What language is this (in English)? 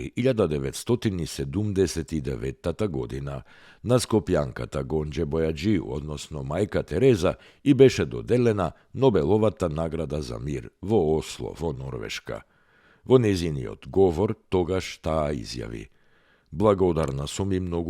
Macedonian